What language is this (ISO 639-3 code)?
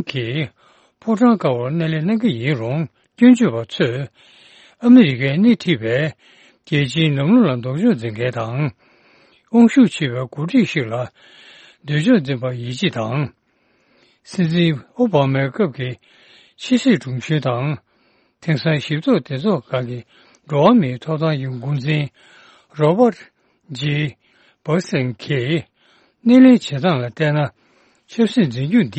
bod